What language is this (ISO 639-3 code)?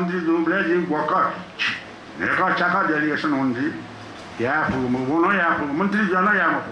new